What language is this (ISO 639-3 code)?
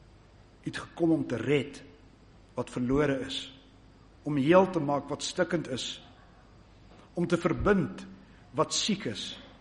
afr